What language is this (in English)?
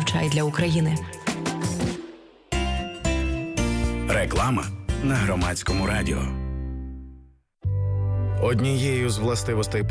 Ukrainian